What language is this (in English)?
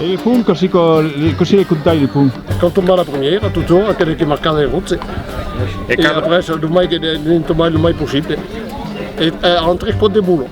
Occitan